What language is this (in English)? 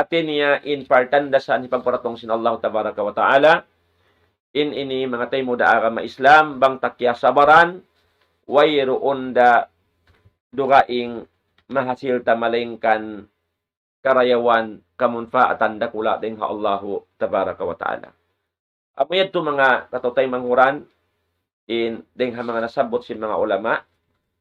Tausug